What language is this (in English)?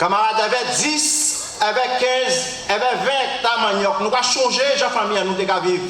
Guadeloupean Creole French